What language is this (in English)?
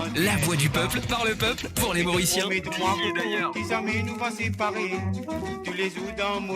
Morisyen